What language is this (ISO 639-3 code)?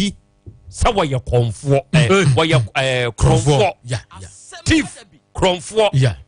aka